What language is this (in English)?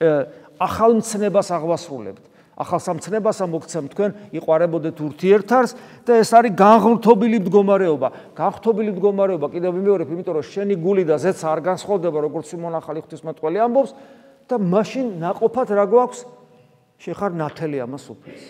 Georgian